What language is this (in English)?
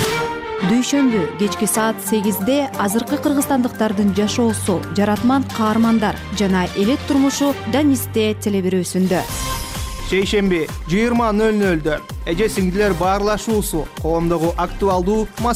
Kyrgyz